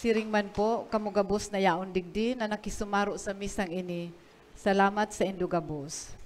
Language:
Bikol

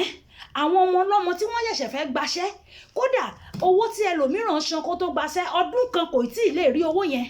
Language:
Yoruba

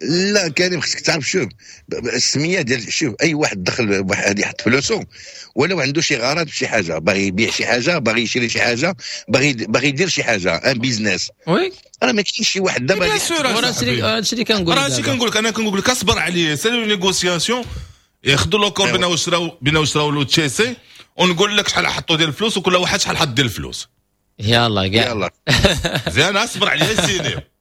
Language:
Moroccan Arabic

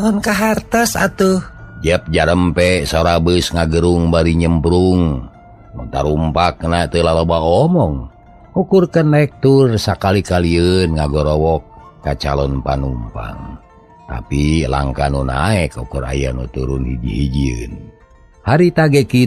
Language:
Sundanese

